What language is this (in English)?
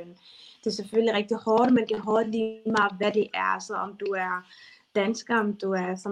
Danish